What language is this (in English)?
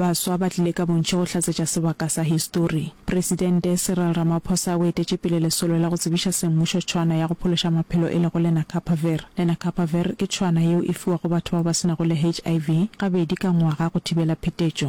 Northern Sotho